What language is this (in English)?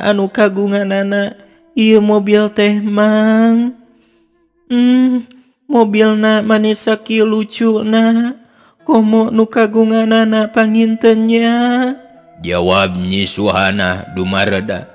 Sundanese